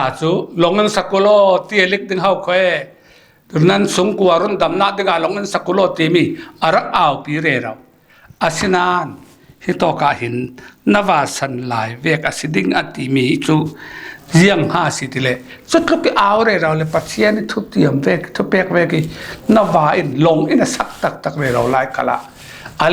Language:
Falam Chin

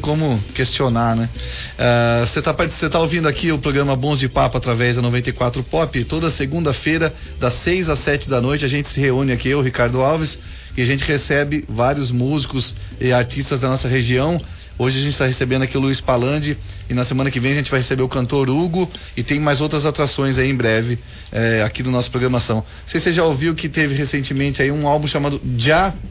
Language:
Portuguese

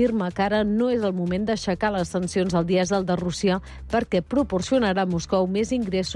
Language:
Catalan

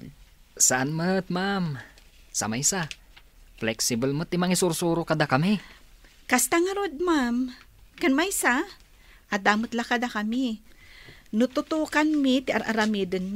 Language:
Iloko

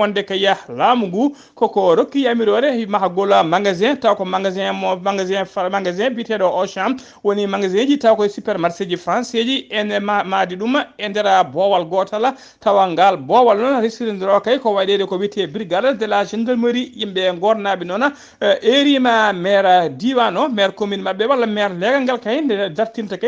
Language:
Fula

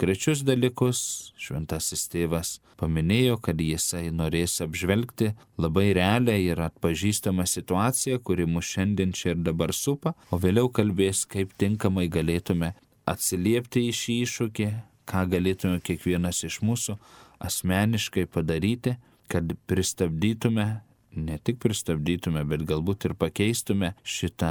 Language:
Lithuanian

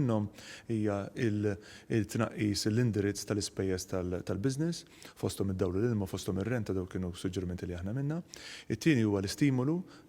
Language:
Maltese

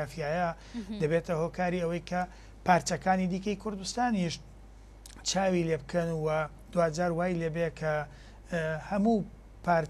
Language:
Central Kurdish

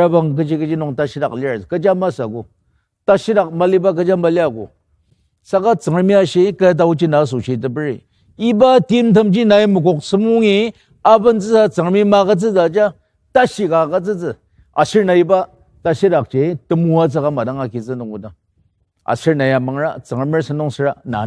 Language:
Ao Naga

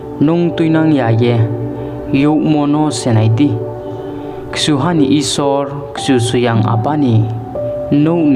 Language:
Riang (India)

